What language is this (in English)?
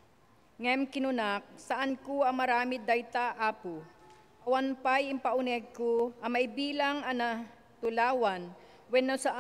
Iloko